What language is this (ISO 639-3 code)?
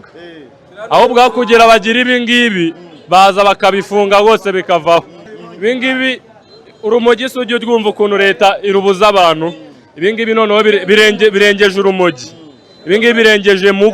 kin